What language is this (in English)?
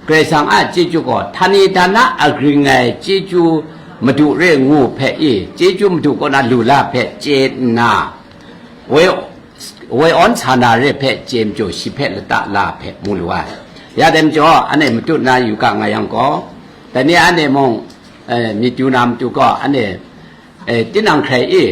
Kachin